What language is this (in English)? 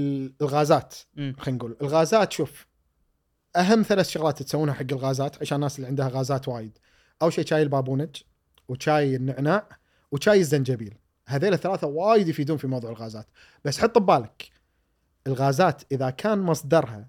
Gulf Arabic